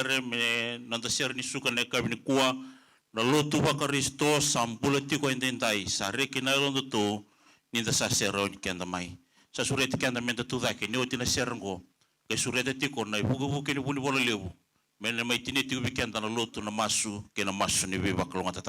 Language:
Fijian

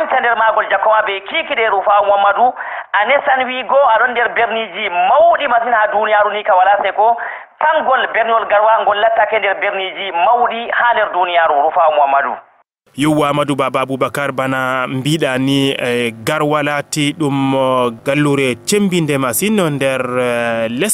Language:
Fula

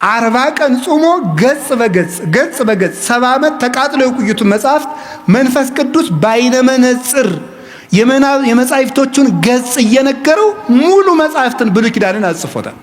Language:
Amharic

